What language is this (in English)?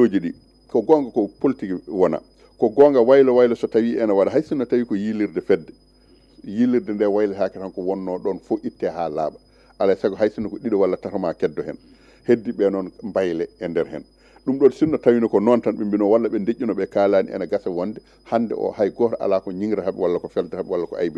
Fula